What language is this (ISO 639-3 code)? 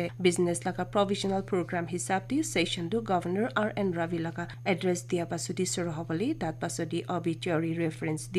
nag